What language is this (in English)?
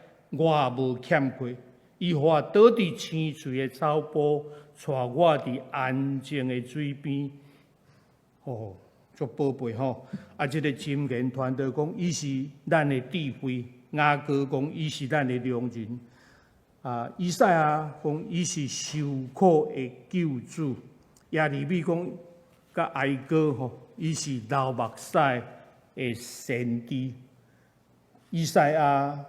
Min Nan Chinese